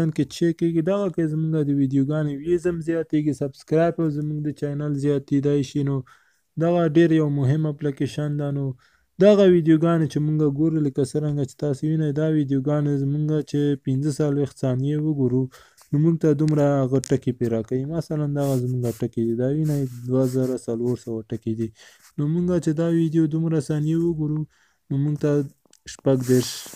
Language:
Pashto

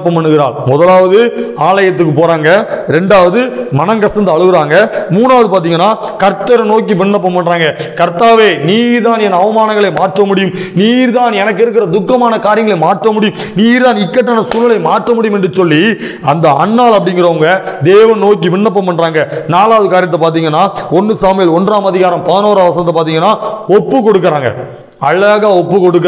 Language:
Tamil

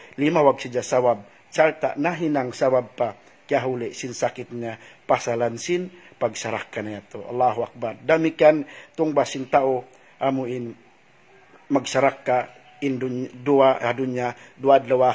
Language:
Tausug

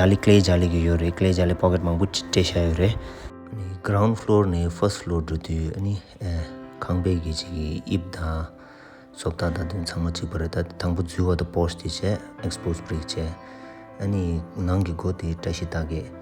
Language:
Tibetan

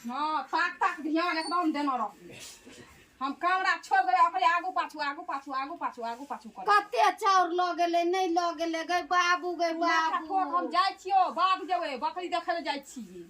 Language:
Maithili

